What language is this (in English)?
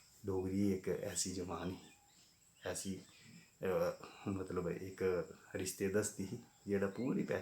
Dogri